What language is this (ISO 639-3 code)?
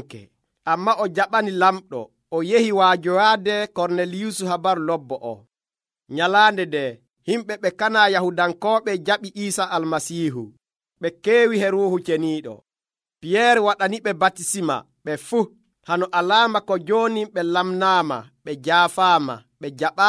fuv